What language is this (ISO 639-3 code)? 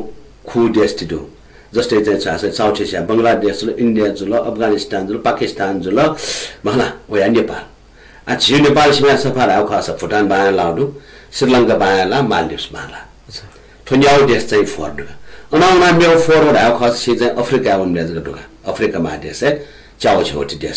new